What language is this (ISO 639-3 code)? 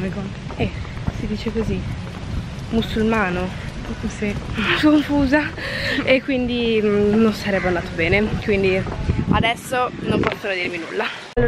ita